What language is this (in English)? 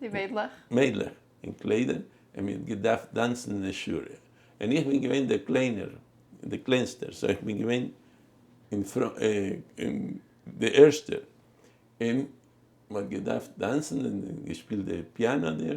Yiddish